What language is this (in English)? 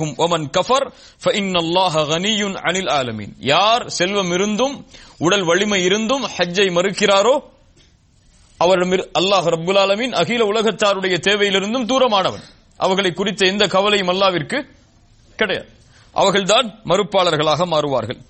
Tamil